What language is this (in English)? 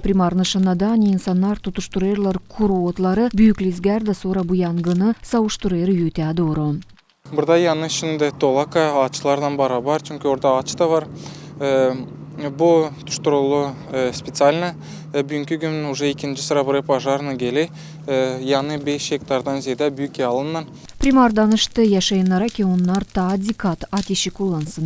Gagauz